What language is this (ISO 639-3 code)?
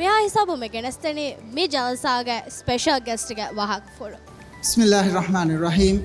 div